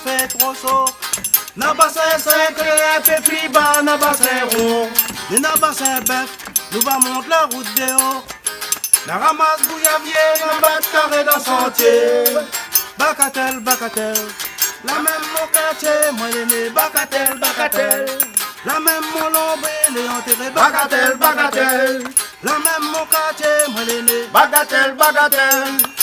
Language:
Réunion Creole French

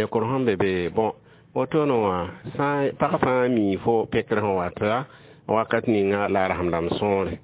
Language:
Mossi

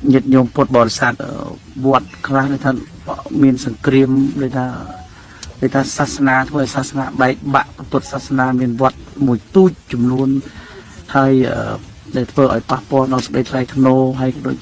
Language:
Khmer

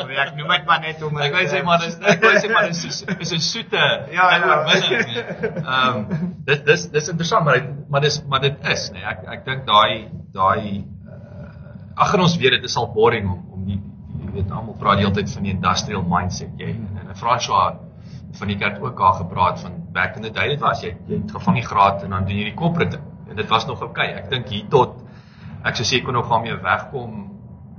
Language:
Afrikaans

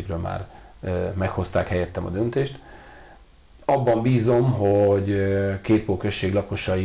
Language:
Hungarian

